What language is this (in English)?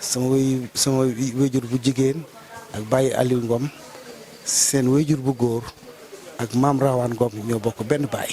Wolof